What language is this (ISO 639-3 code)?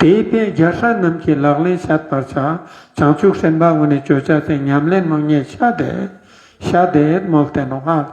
lbj